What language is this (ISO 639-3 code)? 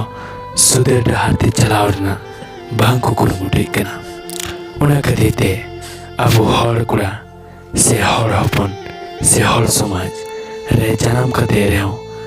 sat